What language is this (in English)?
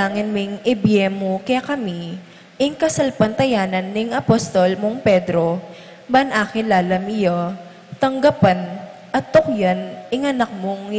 Pampanga